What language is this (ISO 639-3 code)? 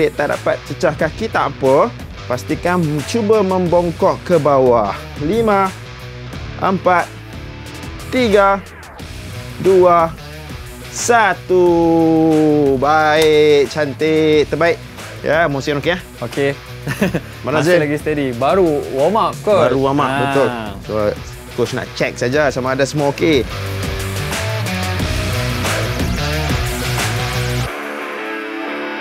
msa